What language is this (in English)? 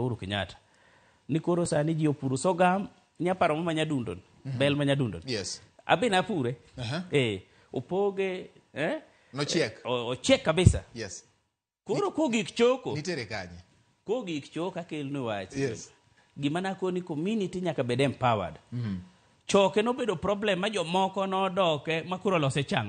Luo (Kenya and Tanzania)